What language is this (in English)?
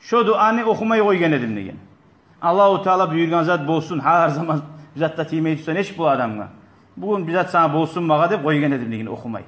Kumyk